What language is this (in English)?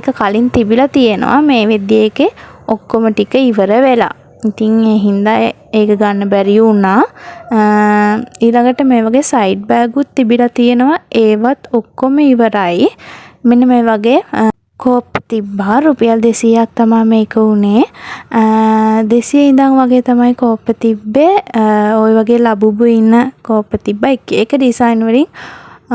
Sinhala